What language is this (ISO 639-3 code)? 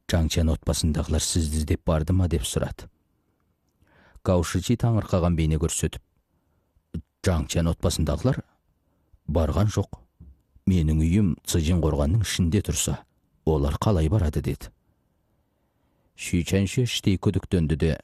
kaz